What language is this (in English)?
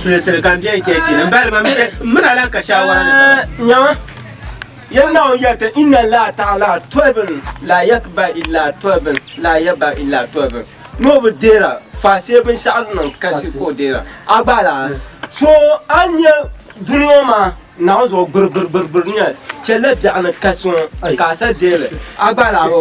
Dagbani